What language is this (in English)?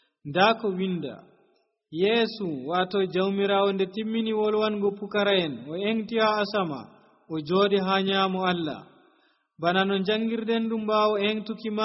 Nigerian Fulfulde